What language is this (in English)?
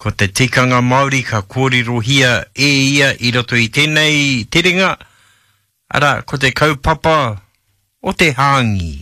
Māori